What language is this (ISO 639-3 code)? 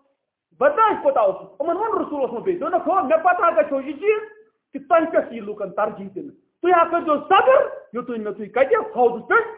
kas